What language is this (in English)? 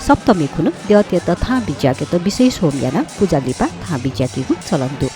Newari